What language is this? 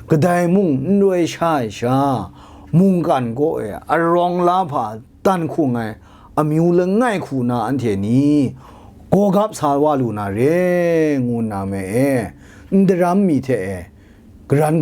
Kachin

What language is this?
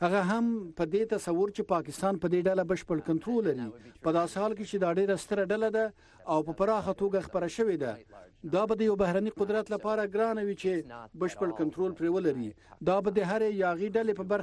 Pashto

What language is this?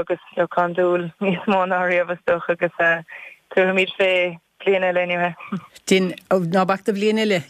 Irish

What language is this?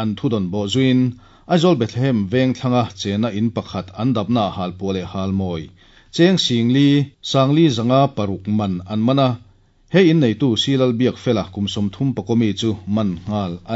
Mizo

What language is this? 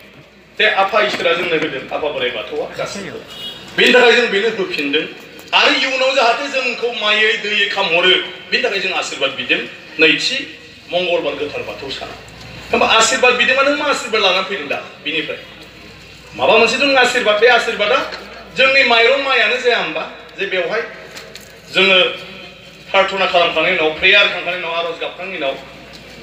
Bodo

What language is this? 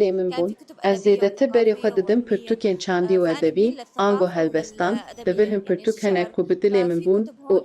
Kurdish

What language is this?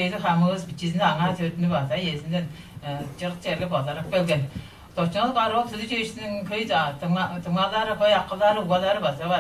Tuvinian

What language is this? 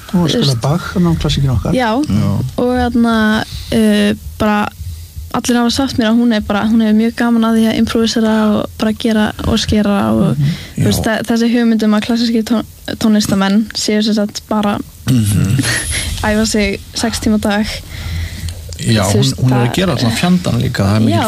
Icelandic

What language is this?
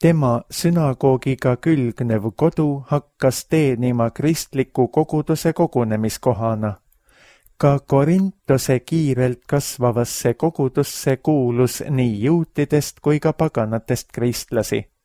Estonian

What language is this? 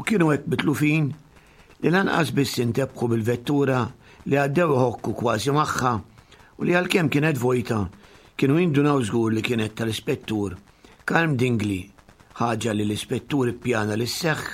Maltese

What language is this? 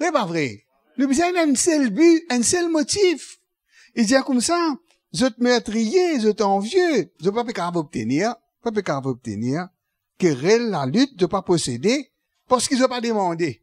Morisyen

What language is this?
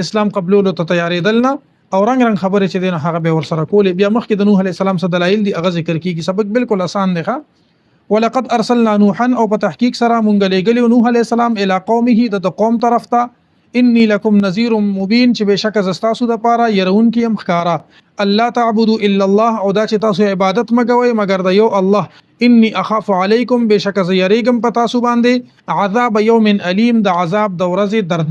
Pashto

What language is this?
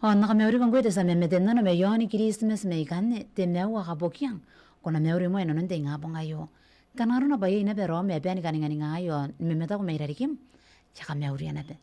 Gilbertese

